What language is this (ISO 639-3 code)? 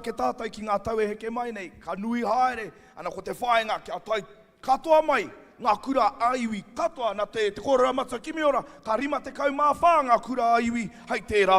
mri